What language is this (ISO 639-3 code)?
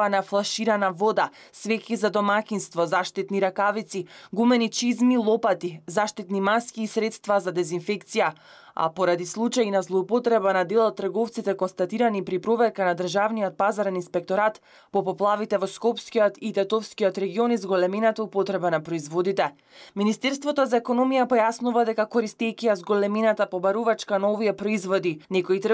mkd